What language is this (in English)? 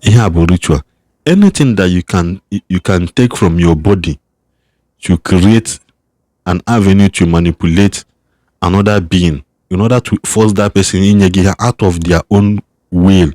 Igbo